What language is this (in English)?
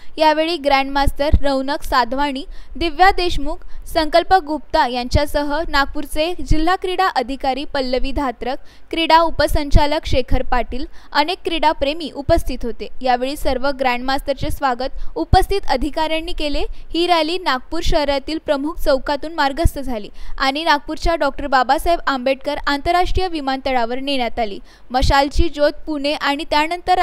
Marathi